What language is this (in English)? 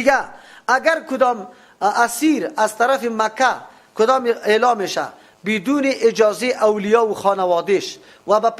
Persian